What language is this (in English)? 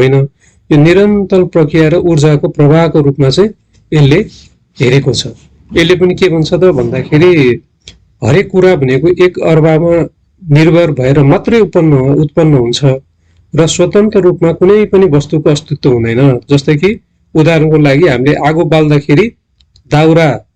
Nepali